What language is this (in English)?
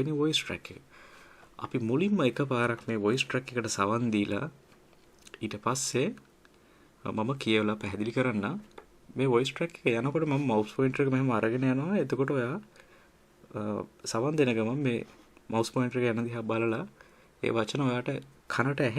Sinhala